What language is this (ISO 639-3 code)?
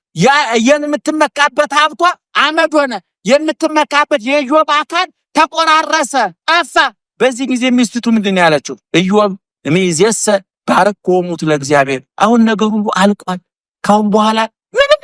amh